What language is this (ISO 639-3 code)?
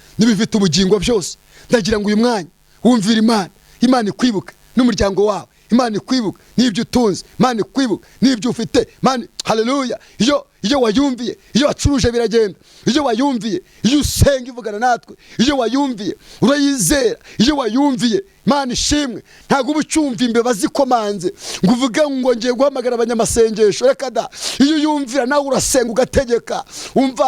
kin